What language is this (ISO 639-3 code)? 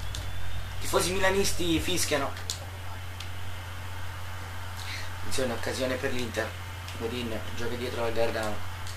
ita